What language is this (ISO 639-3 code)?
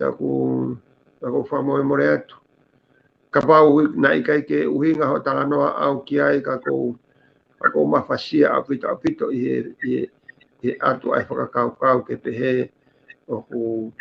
ton